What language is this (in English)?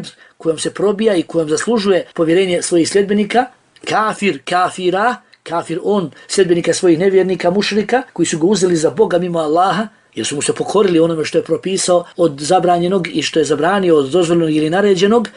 Bosnian